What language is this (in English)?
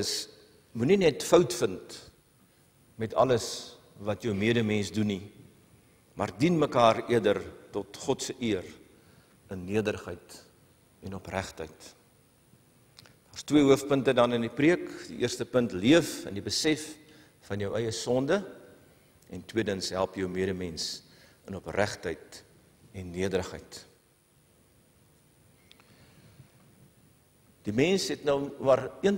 Afrikaans